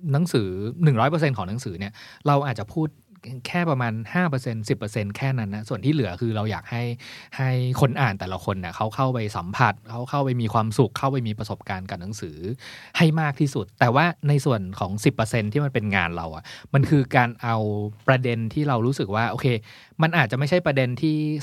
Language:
Thai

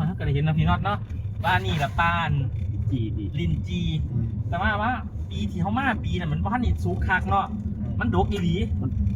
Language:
Northeastern Thai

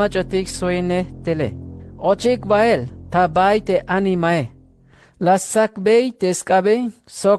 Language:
Tzeltal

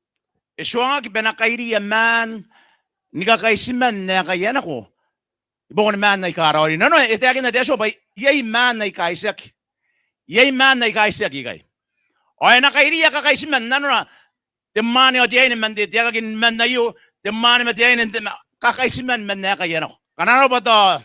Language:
Gilbertese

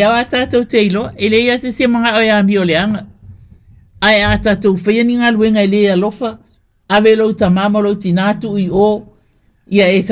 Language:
Samoan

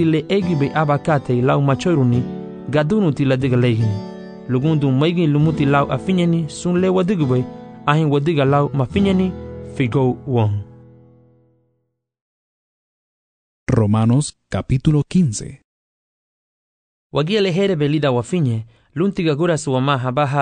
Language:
Garifuna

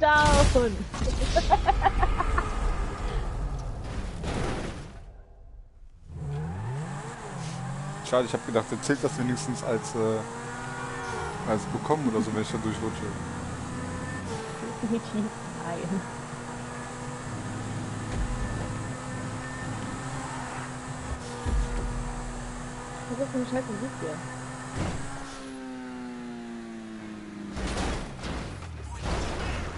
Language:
German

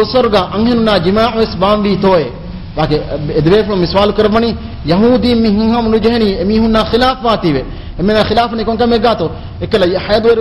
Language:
Divehi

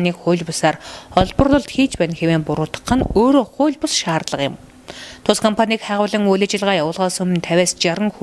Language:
Mongolian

